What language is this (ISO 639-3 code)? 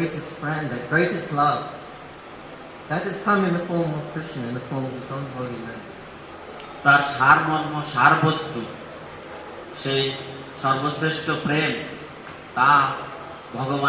ben